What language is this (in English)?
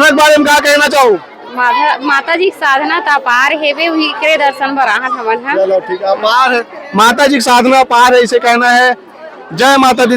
Chhattisgarhi